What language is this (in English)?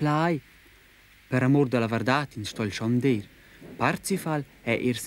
Romansh